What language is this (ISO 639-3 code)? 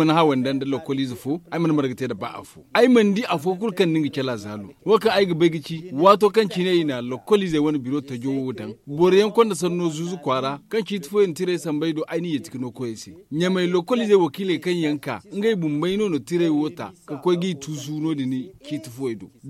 dje